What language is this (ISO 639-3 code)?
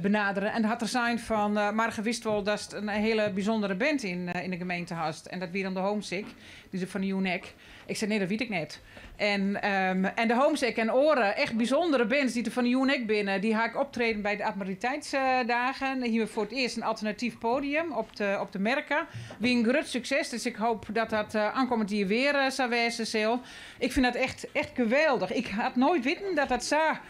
fry